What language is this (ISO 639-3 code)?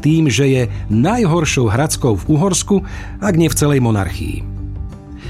slk